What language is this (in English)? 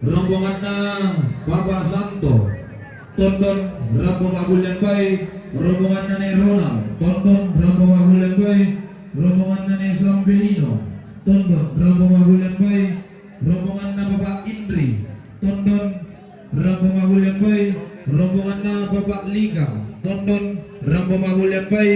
Toraja-Sa'dan